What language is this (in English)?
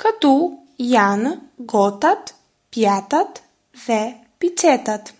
Albanian